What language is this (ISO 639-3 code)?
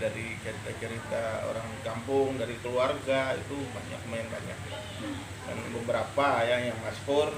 bjn